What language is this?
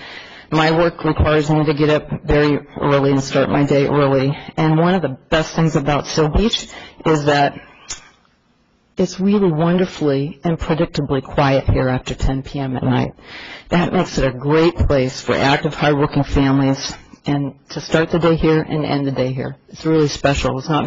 English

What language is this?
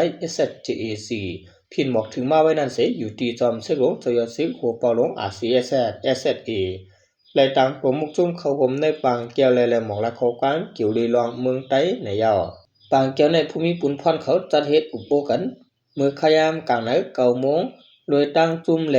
Shan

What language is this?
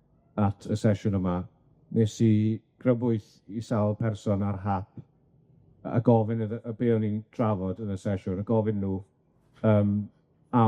Welsh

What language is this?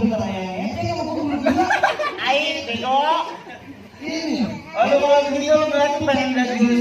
Betawi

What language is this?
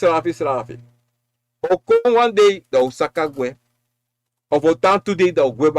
Sranan Tongo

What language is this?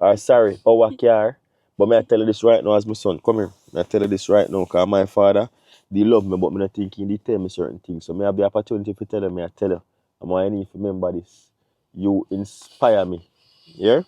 Jamaican Creole English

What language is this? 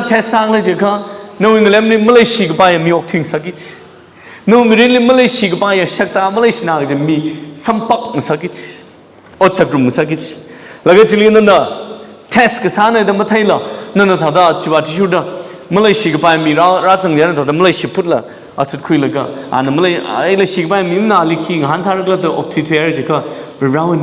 Tangkhul Naga (India)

